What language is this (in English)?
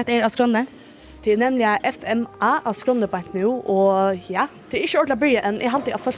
Faroese